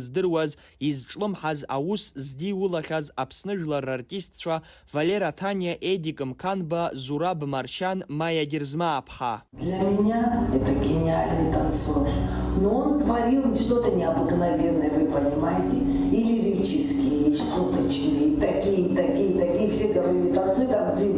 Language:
Abkhazian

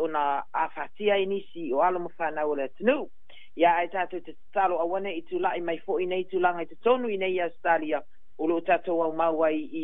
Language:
Samoan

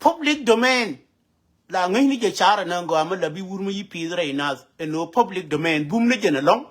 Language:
Nuer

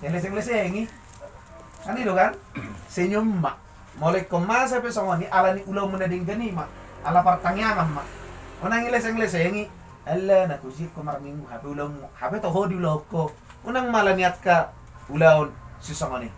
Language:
Batak Toba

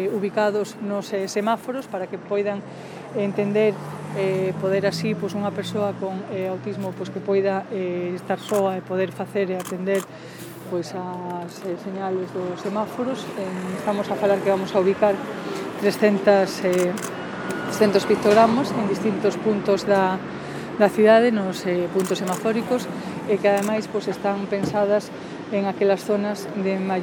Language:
Galician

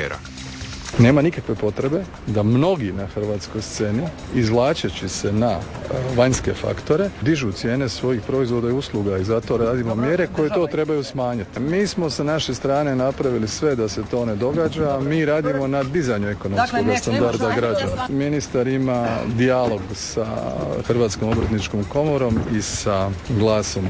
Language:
Croatian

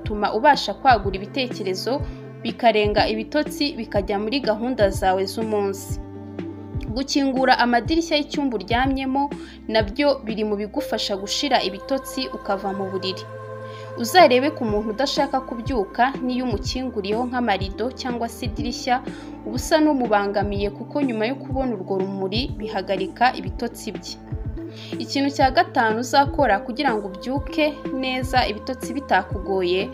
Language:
Kinyarwanda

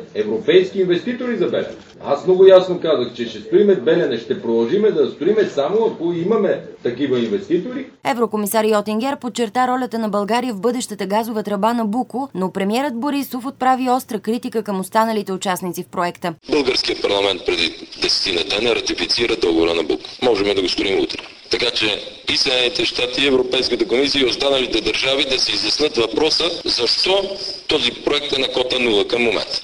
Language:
Bulgarian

